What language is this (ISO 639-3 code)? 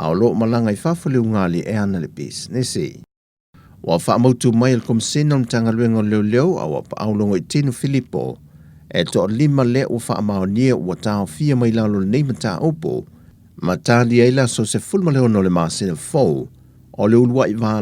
smo